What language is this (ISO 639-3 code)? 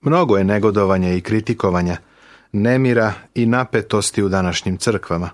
srp